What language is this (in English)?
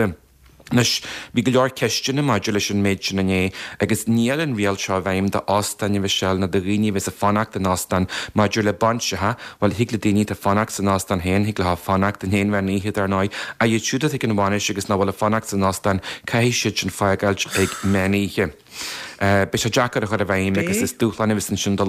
Irish